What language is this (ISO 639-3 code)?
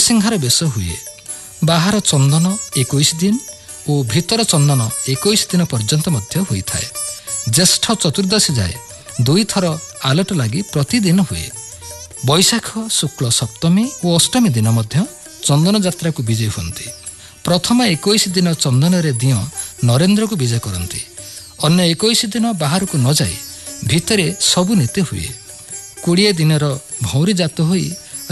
ori